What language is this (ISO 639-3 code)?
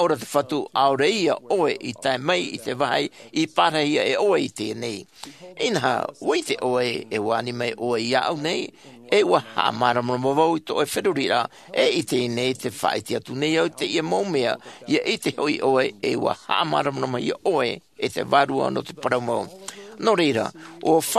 tah